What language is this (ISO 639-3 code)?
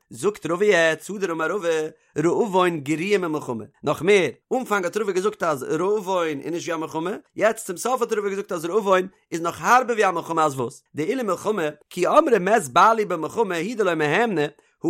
yid